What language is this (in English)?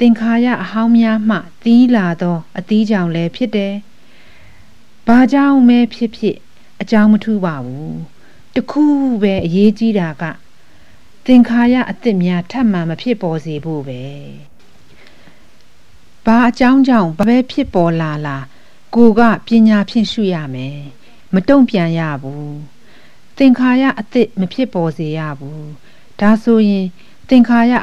Burmese